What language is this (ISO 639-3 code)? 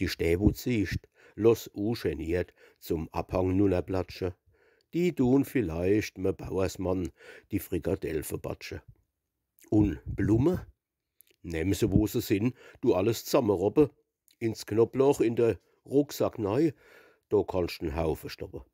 pfl